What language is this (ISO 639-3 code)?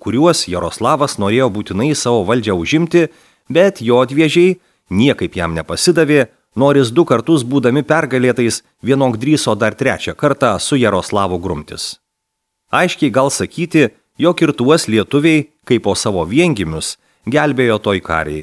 lit